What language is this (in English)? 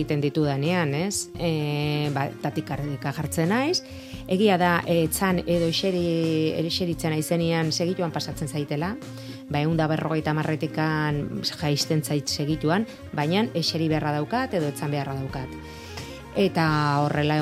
Basque